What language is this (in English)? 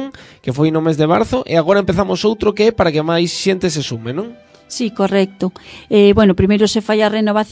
Galician